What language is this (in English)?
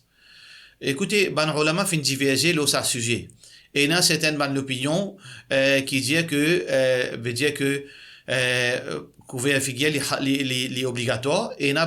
Morisyen